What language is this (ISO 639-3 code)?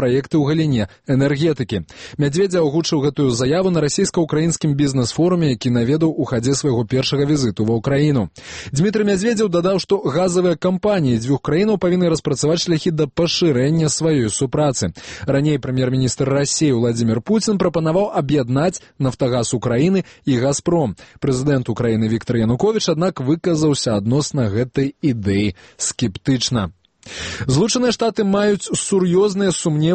bel